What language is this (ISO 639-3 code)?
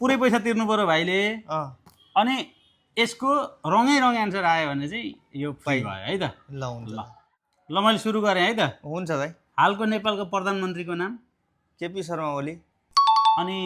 nep